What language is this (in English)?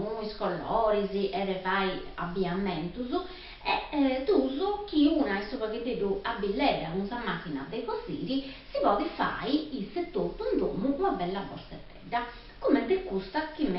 Sardinian